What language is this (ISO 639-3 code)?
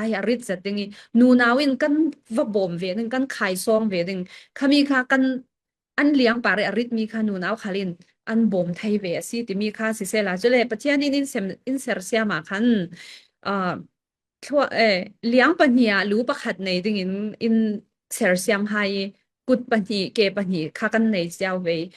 cfm